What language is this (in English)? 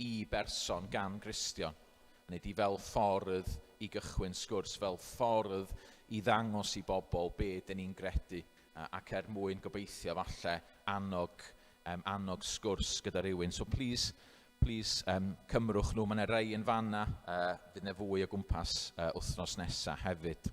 Welsh